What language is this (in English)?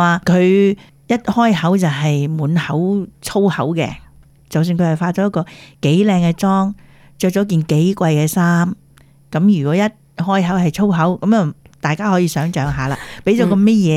Cantonese